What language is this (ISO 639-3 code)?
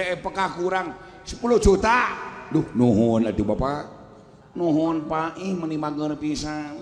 sun